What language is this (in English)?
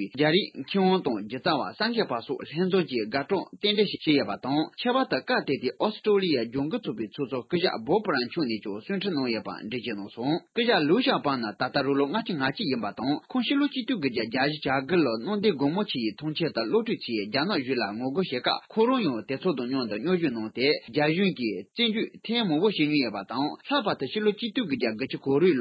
Tibetan